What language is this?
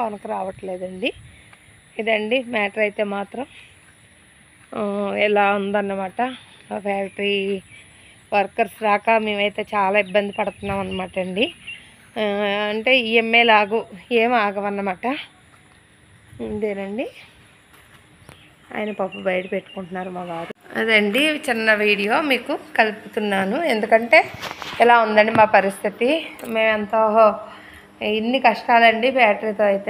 Telugu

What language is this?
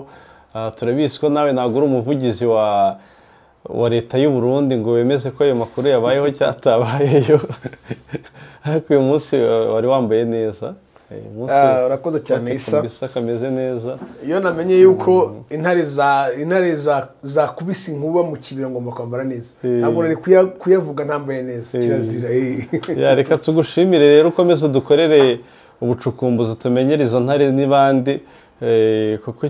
Kinyarwanda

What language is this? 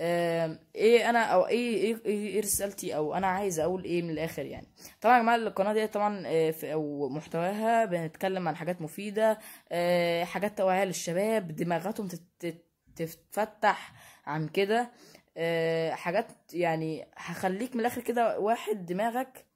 Egyptian Arabic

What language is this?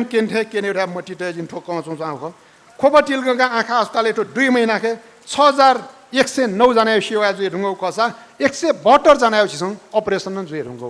Newari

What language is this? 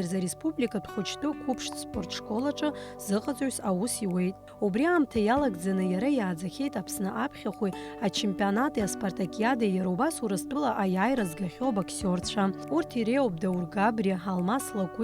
Abkhazian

